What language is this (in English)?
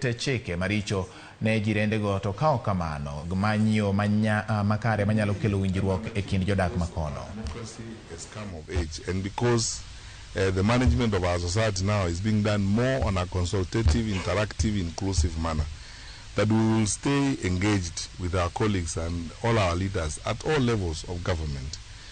Luo (Kenya and Tanzania)